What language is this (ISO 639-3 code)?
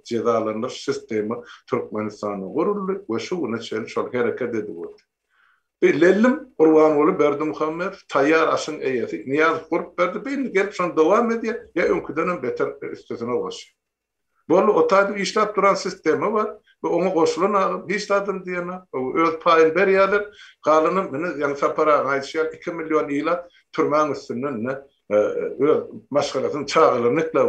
tuk